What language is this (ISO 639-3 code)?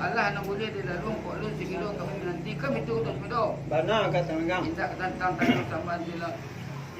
min